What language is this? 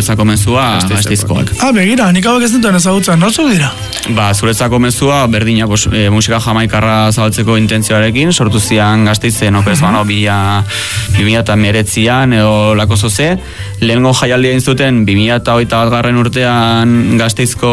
Basque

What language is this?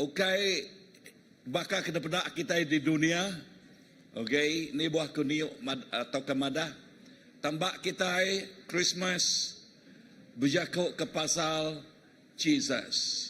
Iban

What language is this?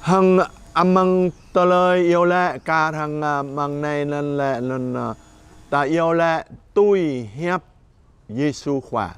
Jarai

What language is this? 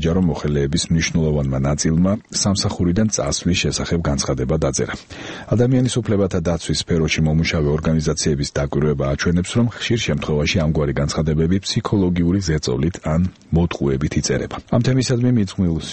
Georgian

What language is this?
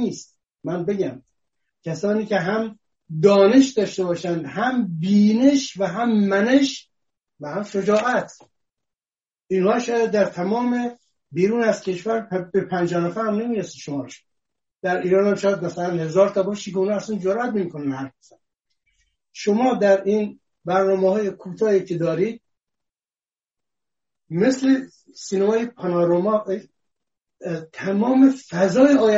Persian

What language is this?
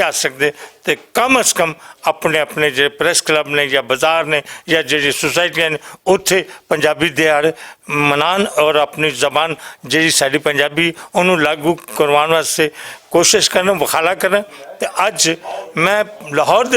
Western Panjabi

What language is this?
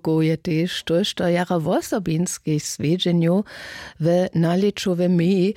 Upper Sorbian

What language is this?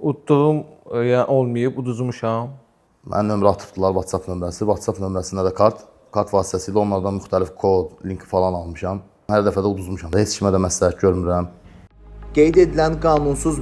Azerbaijani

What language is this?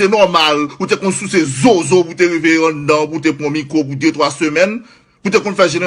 Haitian Creole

